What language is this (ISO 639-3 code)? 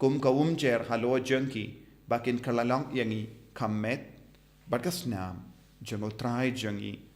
kha